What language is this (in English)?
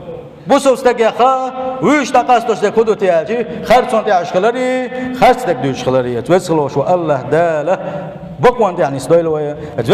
Chechen